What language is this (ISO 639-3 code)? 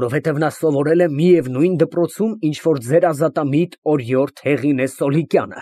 hye